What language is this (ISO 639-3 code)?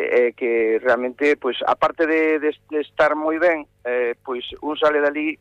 glg